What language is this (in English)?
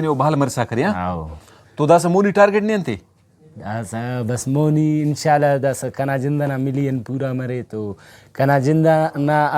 Brahui